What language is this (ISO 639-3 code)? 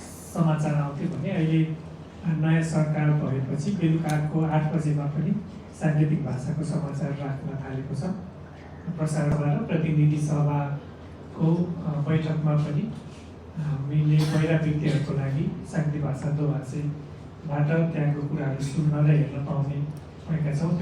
nep